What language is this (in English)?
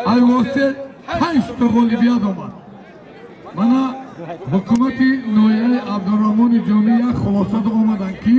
Tajik